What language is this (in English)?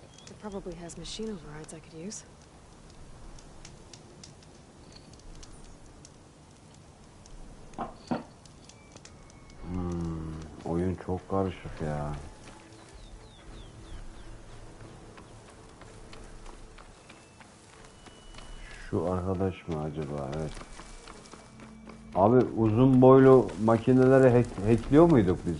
Turkish